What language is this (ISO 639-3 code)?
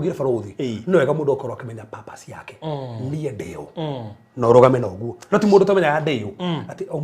kik